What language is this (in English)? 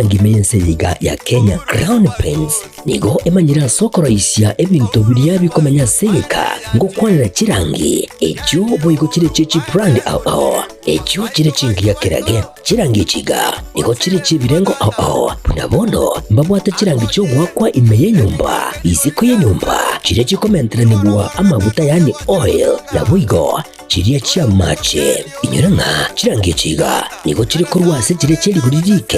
Gusii